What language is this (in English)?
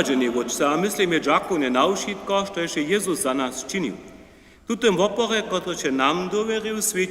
Upper Sorbian